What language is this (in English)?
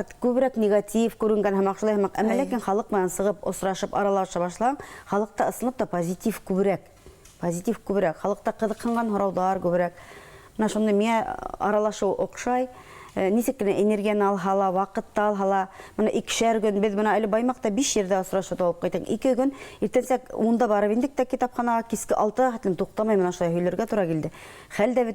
Bashkir